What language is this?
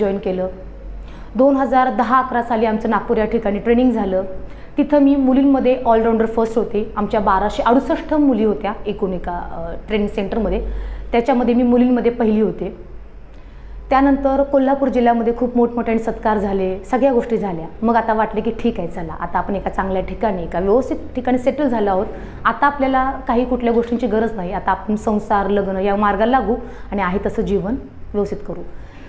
Marathi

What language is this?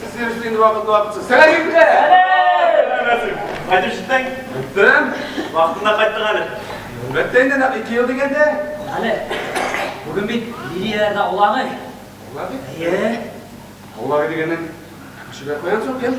Tatar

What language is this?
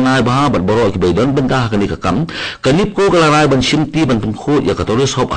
Khasi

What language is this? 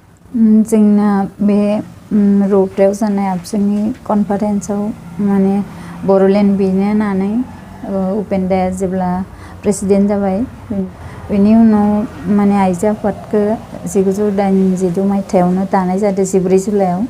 Bodo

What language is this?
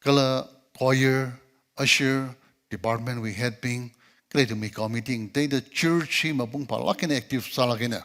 Tangkhul Naga (India)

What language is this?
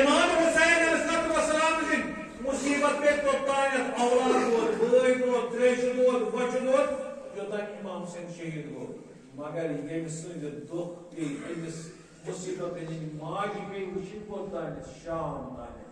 Kashmiri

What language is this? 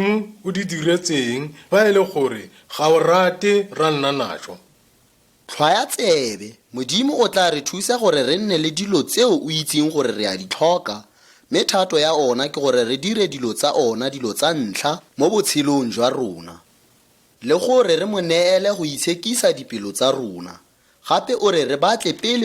Tswana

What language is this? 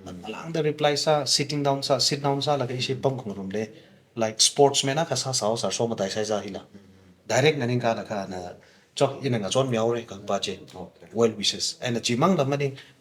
Tangkhul Naga (India)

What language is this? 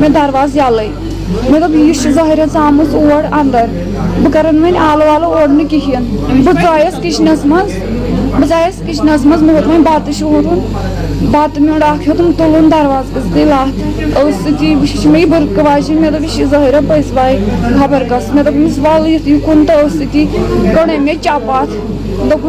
Kashmiri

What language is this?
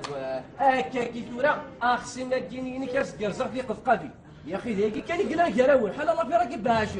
Kabyle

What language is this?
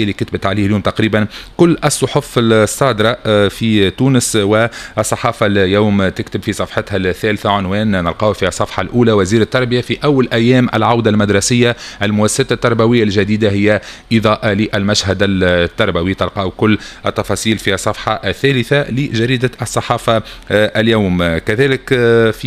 Tunisian Arabic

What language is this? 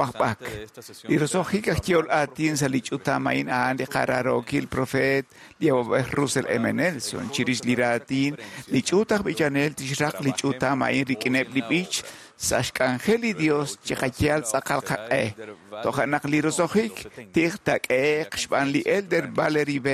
Kekchí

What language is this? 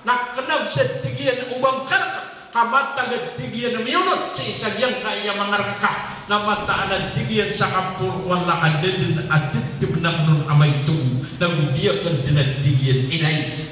Maranao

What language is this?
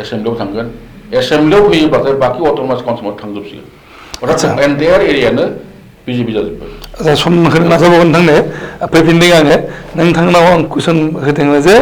Bodo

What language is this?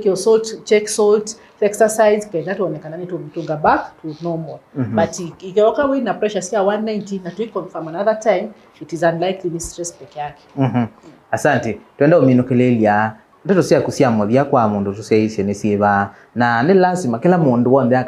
Kamba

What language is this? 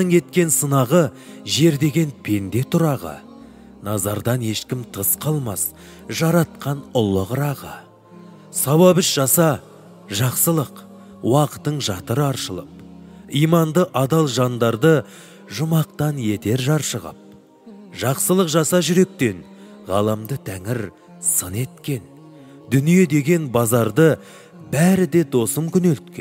Kazakh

